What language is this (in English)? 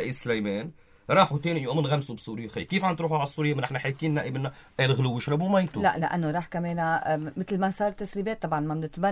North Levantine Arabic